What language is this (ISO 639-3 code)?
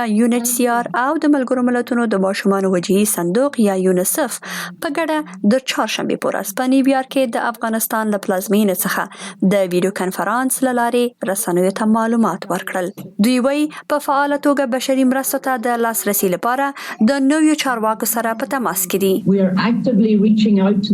pus